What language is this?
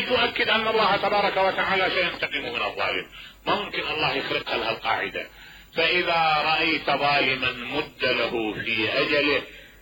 Mesopotamian Arabic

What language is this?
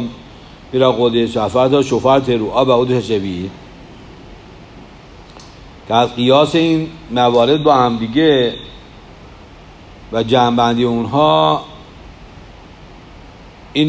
Persian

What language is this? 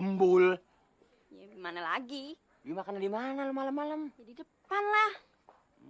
Betawi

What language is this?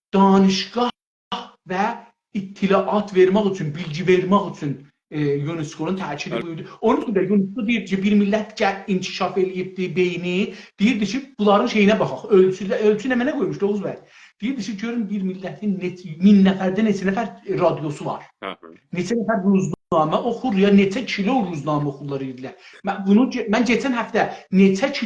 South Azerbaijani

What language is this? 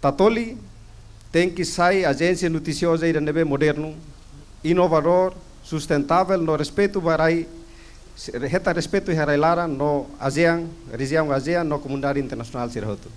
Tetum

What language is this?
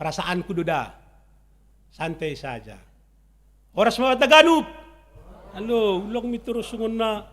Batak Simalungun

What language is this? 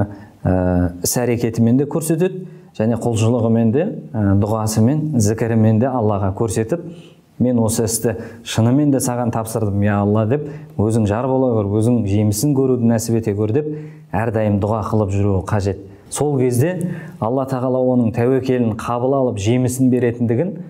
Kazakh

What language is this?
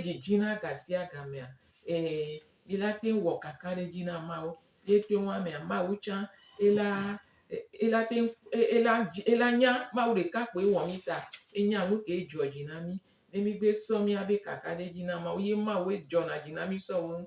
Gen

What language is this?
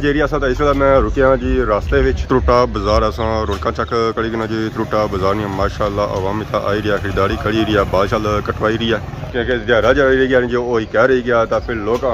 Pahari-Potwari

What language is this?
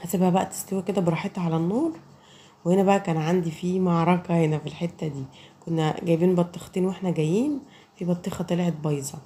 Egyptian Arabic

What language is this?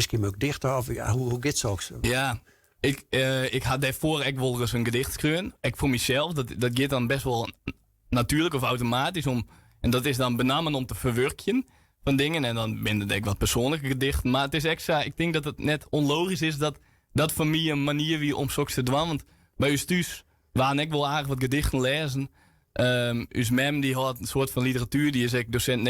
Western Frisian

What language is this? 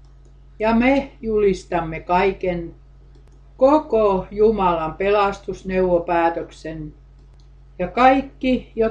Finnish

